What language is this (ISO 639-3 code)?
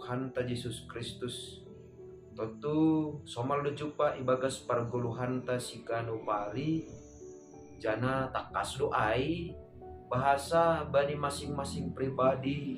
bts